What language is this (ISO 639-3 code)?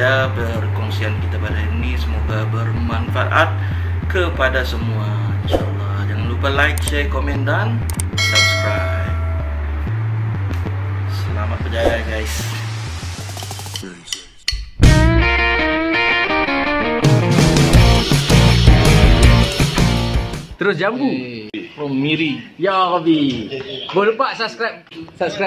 msa